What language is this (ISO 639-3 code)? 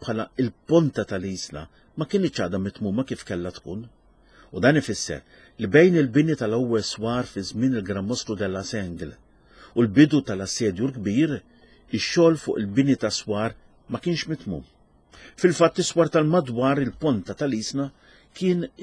mlt